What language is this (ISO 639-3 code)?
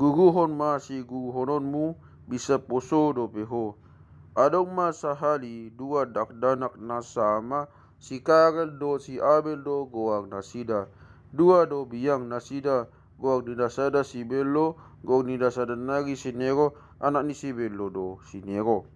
bbc